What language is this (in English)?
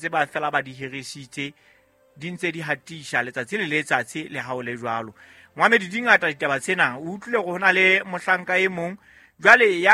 Southern Sotho